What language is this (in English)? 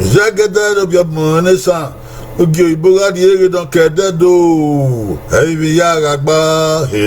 Bini